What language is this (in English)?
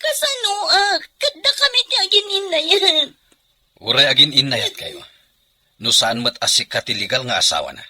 Iloko